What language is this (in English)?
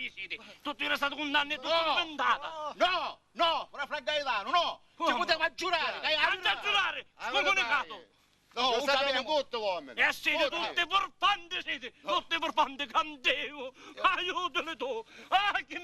Sicilian